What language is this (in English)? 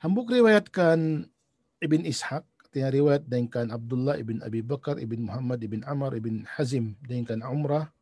Tausug